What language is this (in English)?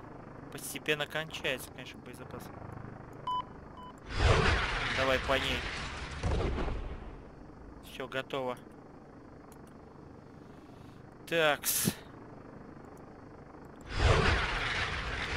Russian